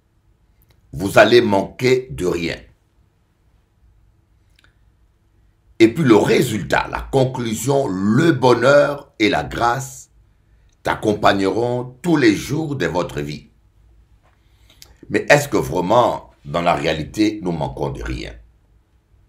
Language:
French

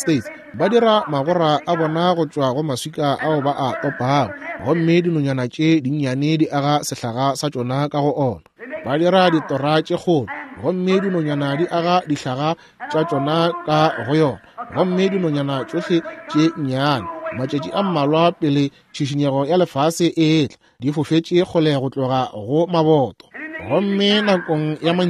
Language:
Northern Sotho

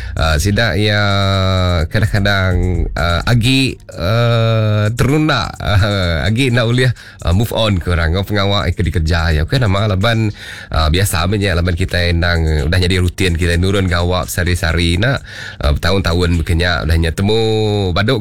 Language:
Iban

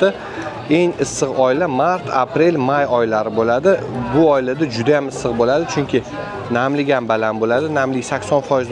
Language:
Uzbek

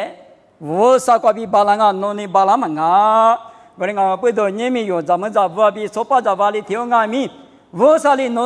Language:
Lisu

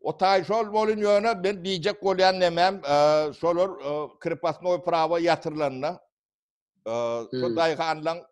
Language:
Turkmen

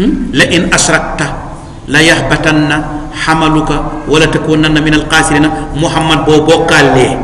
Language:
Wolof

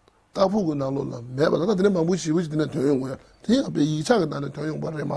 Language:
Tibetan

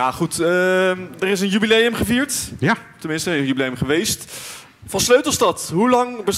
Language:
Dutch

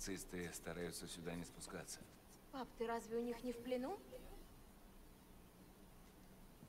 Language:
Russian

